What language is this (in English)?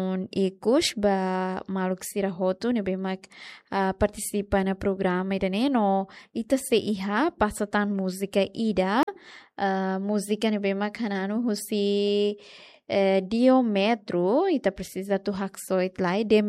Tetum